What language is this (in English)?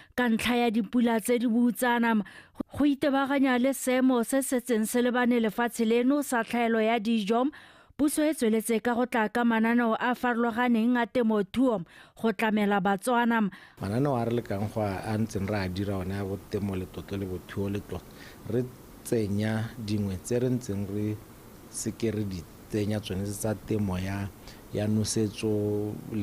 Tswana